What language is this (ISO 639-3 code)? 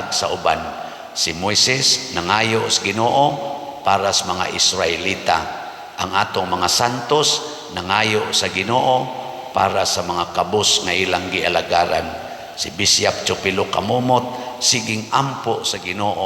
ceb